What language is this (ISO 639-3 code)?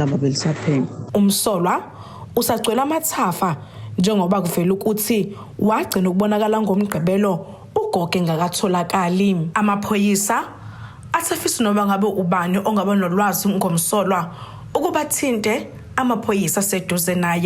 zul